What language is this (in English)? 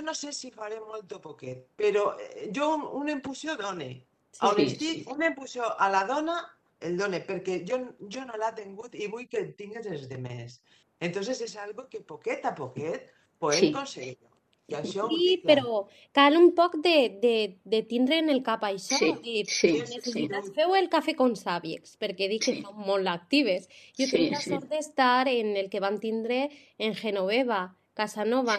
Catalan